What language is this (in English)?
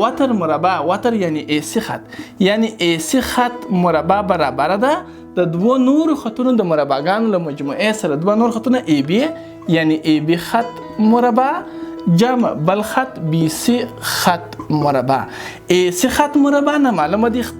Pashto